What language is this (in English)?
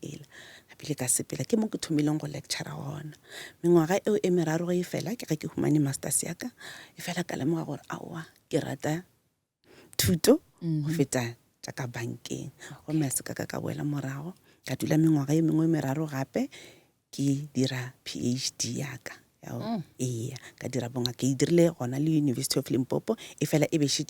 Northern Sotho